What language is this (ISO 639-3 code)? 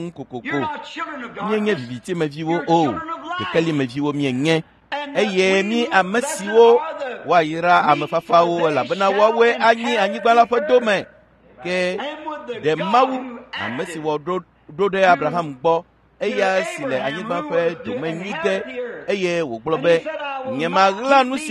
ewe